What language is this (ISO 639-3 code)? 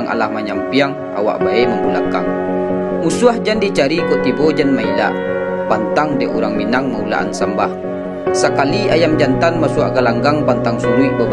min